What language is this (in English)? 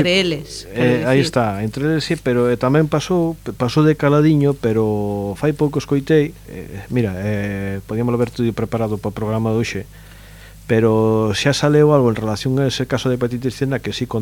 Galician